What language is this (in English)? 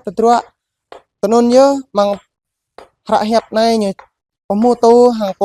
Jarai